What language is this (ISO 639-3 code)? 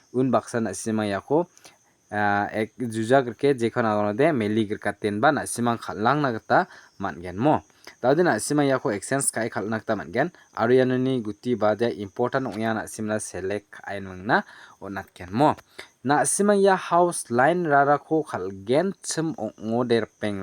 grt